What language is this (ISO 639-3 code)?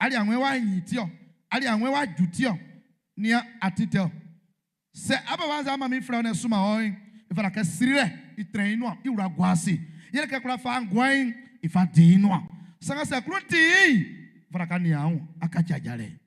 bci